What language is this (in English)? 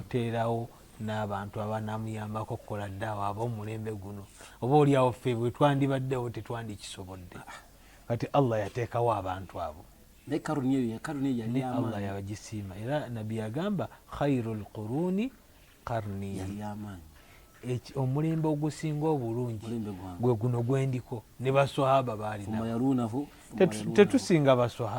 Ganda